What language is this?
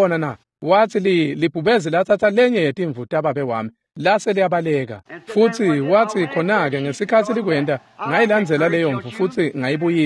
Swati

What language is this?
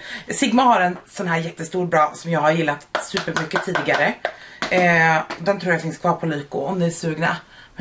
Swedish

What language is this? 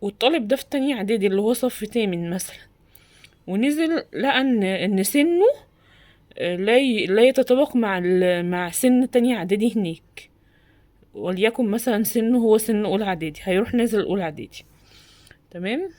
Egyptian Arabic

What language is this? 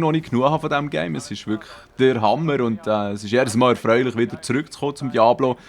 Swiss German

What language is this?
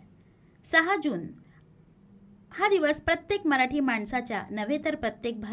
Marathi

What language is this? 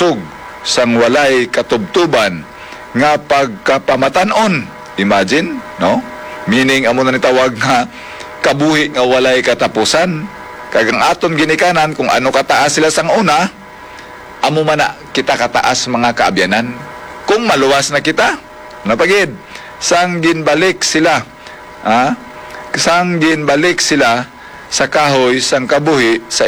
Hiligaynon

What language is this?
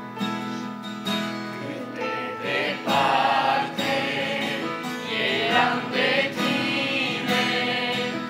Romanian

